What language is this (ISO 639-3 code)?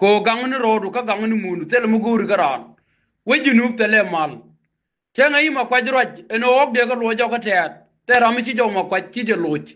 nus